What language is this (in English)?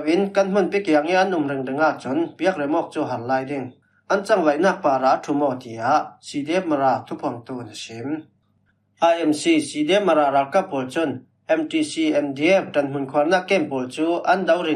Falam Chin